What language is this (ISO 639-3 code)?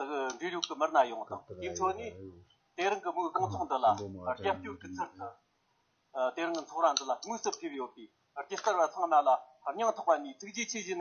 bod